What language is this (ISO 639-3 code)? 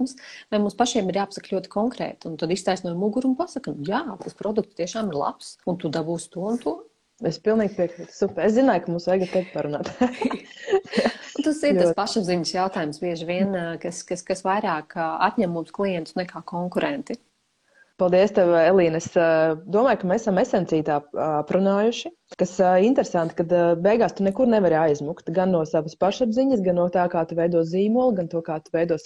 lav